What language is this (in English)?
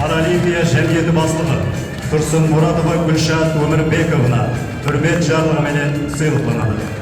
Kara-Kalpak